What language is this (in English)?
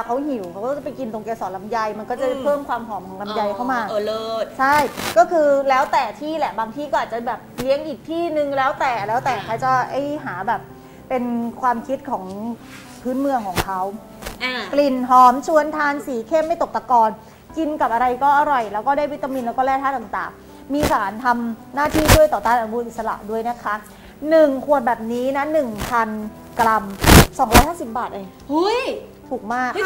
Thai